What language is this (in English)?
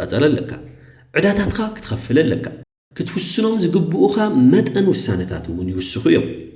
Tigrinya